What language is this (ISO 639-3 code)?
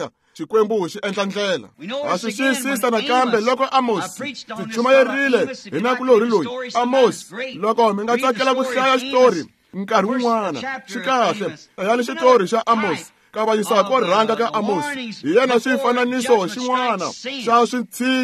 tso